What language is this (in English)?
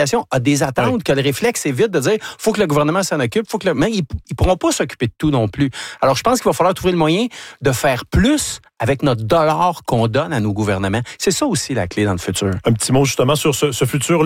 French